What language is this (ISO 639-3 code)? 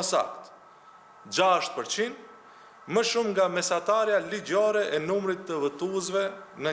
sqi